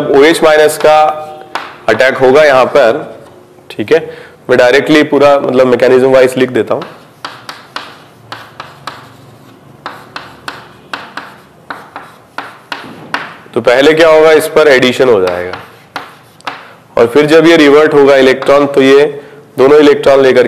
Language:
Hindi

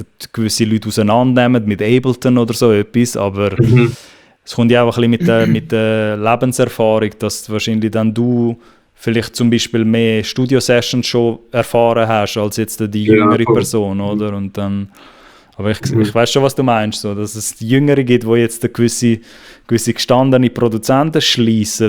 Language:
Swiss German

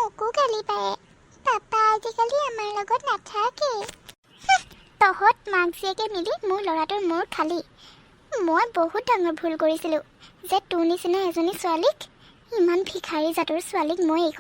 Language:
Assamese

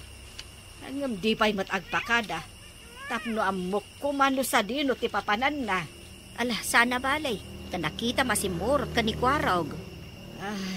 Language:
Iloko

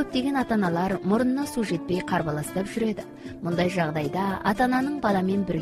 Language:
Kazakh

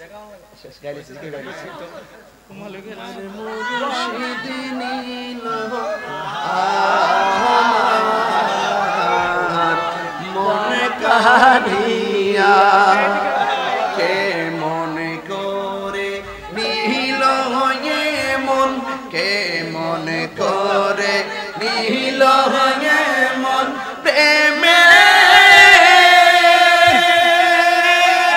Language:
Bangla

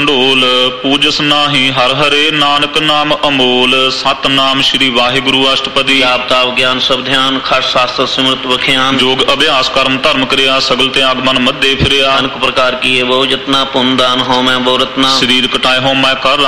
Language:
Punjabi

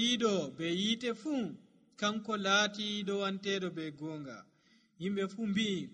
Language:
Nigerian Fulfulde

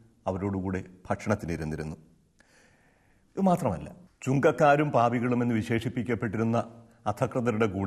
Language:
Malayalam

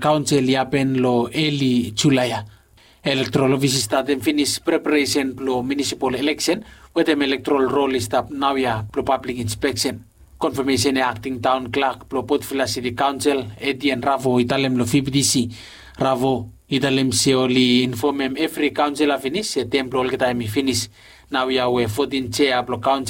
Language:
Bislama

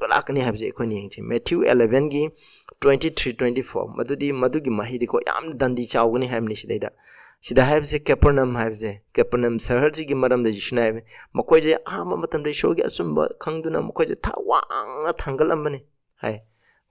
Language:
Manipuri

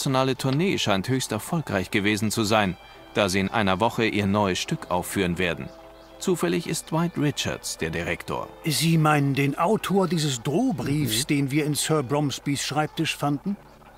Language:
German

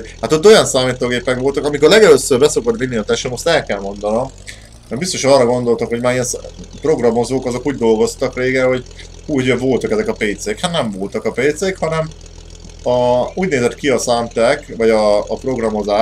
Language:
Hungarian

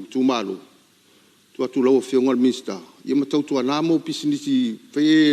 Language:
Samoan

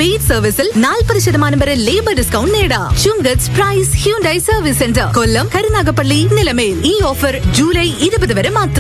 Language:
Malayalam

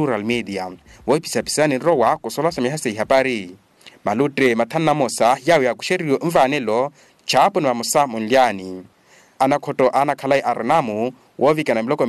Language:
Makhuwa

